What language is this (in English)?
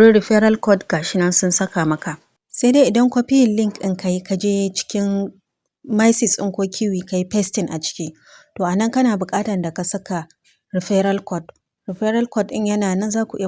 Hausa